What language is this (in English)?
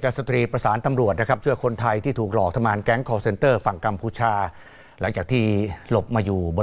Thai